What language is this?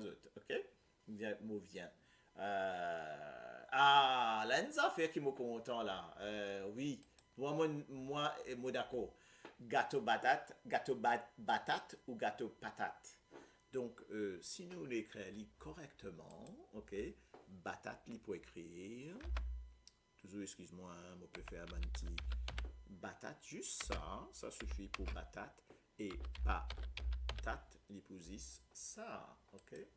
Morisyen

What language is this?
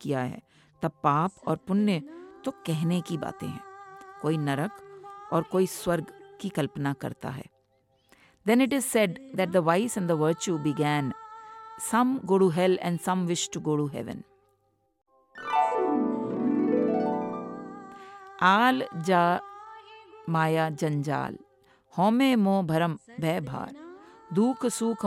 Hindi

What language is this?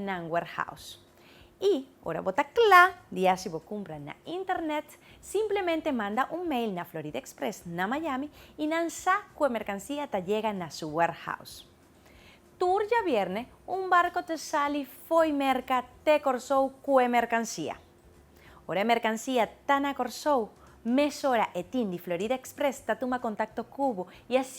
Papiamento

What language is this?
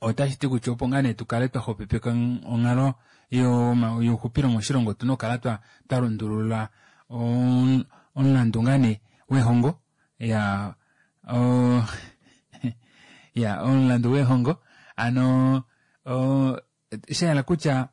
Kuanyama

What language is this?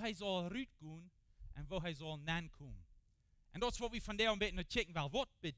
Plautdietsch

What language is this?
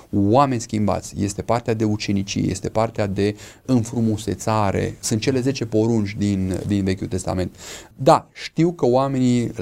Romanian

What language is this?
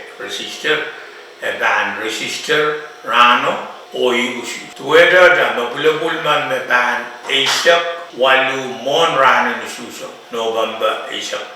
Pohnpeian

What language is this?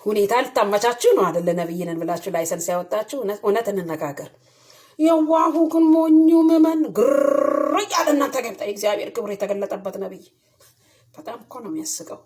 Amharic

